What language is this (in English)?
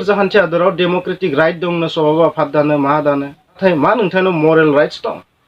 Bodo